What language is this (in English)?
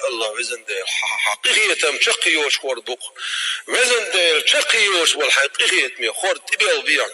Chechen